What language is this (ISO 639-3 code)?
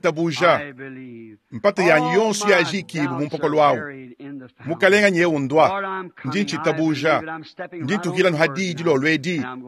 lua